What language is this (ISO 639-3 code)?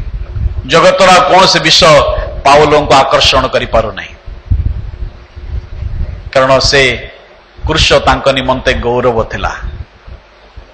ori